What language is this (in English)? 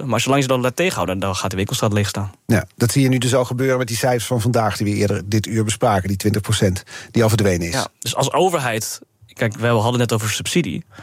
Dutch